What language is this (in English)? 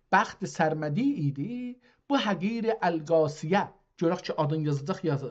South Azerbaijani